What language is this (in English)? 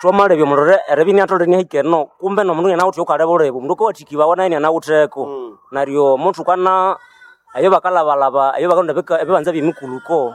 Nande